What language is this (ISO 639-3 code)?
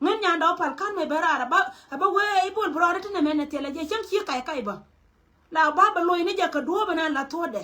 nus